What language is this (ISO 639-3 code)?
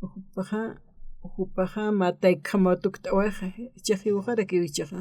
aym